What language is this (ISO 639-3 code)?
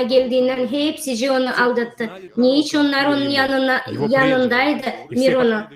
gag